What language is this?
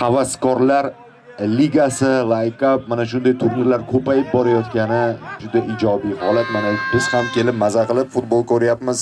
Uzbek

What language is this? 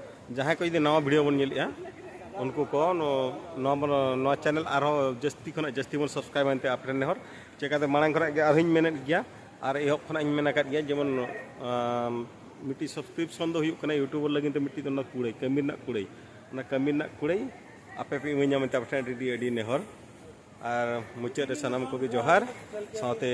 Santali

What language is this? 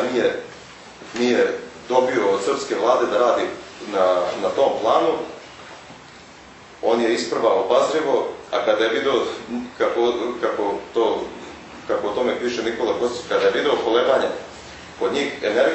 Serbian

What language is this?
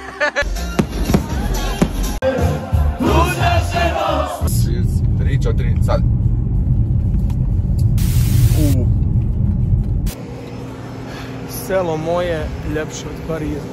Croatian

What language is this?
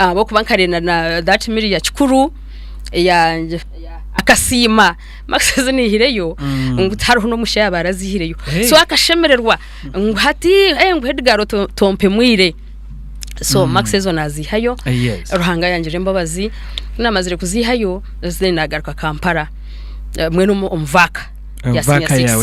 Nyankole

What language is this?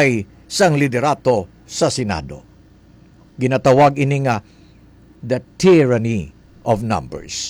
Hiligaynon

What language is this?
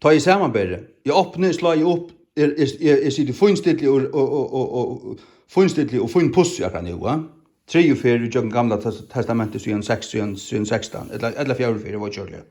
Faroese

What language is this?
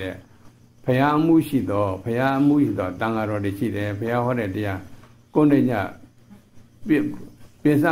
Burmese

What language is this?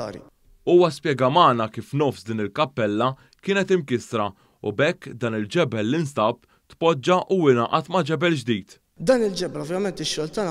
Maltese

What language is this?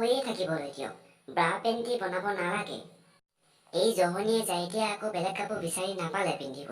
Assamese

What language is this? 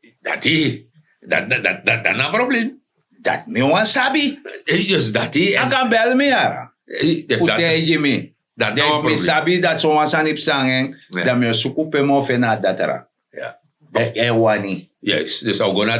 Sranan Tongo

